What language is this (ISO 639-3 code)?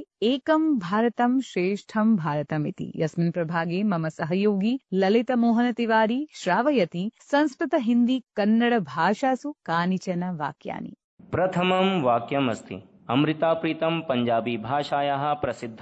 san